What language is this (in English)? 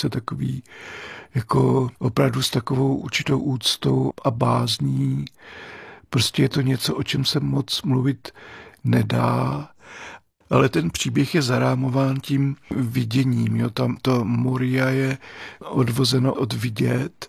Czech